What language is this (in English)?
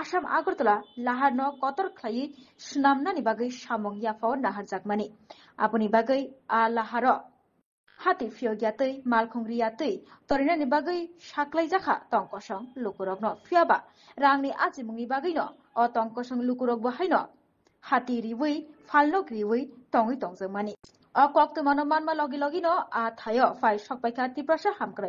Kok Borok